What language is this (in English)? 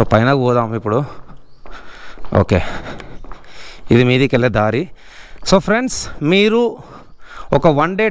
Telugu